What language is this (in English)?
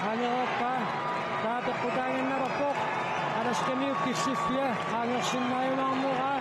Kalaallisut